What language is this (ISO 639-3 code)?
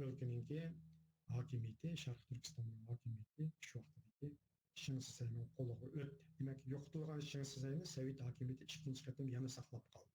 uig